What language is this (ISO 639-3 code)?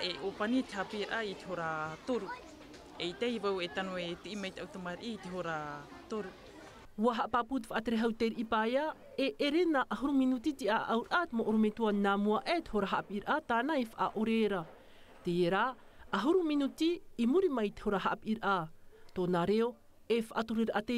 tah